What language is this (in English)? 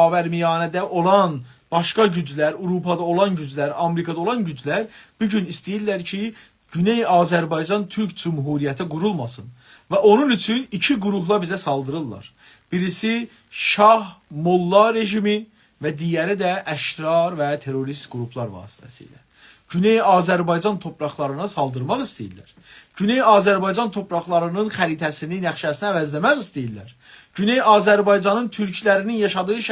South Azerbaijani